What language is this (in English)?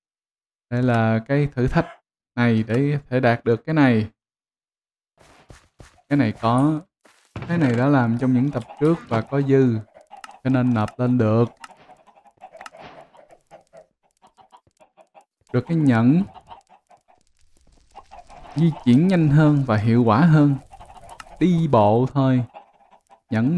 Vietnamese